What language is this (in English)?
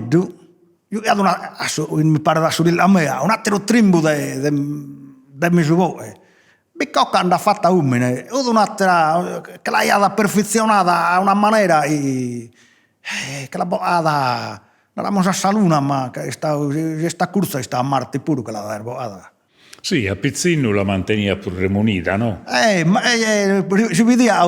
Sardinian